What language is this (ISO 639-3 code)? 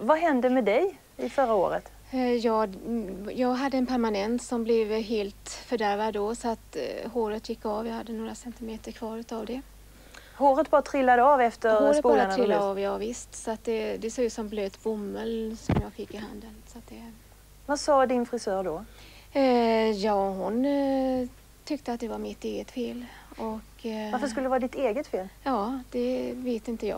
swe